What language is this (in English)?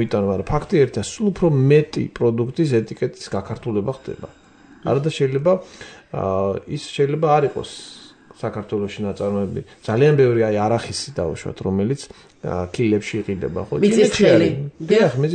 Georgian